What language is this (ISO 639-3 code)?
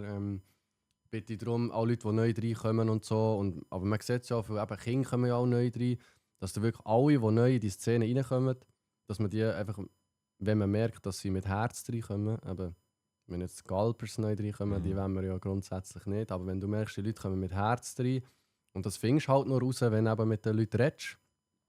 gsw